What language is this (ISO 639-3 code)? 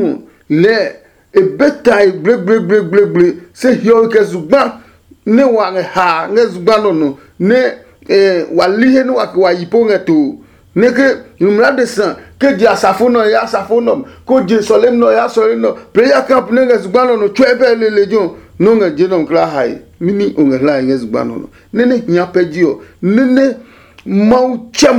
ada